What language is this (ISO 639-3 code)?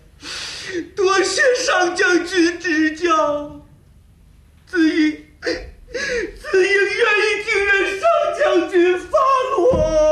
zho